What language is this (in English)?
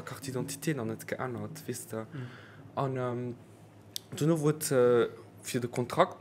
Luxembourgish